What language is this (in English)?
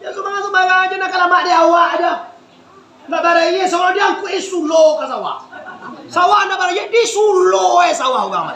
Minangkabau